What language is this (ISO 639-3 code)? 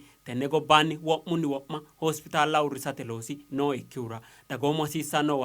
sid